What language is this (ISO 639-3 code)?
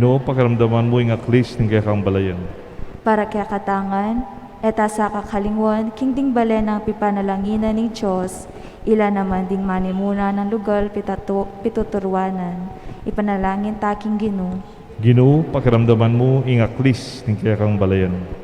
pam